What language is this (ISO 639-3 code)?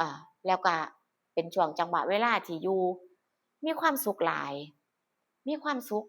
tts